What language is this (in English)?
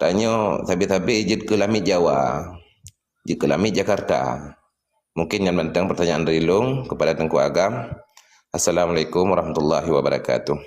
Achinese